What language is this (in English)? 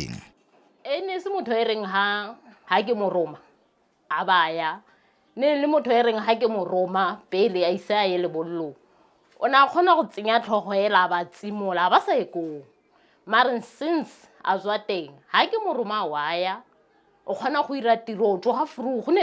Tswana